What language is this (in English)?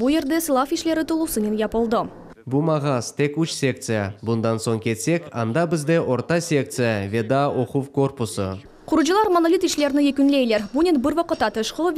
Crimean Tatar